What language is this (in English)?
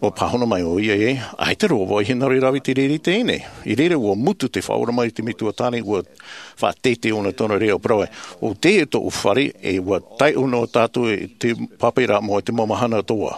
Tahitian